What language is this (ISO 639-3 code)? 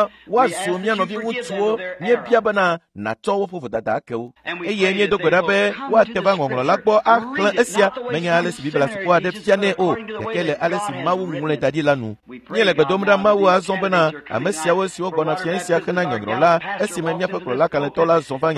ewe